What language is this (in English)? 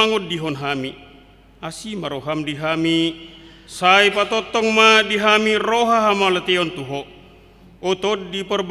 Batak Toba